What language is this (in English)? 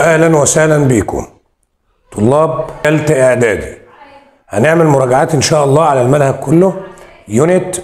Egyptian Arabic